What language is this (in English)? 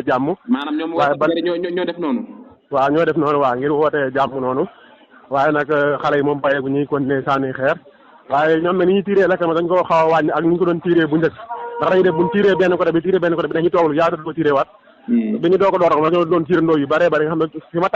Wolof